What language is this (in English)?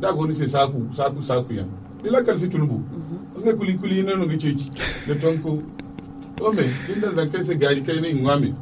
Zarma